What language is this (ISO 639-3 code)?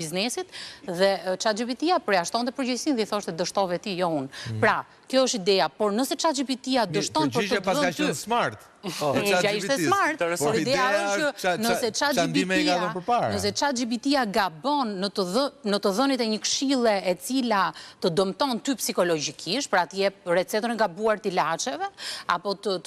sqi